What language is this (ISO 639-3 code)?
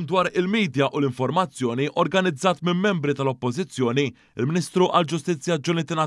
mlt